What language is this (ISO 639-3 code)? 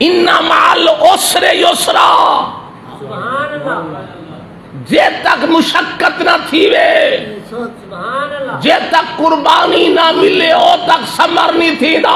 skr